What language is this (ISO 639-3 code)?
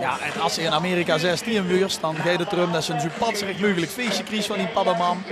lim